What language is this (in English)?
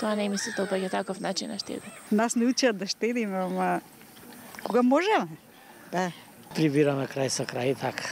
Macedonian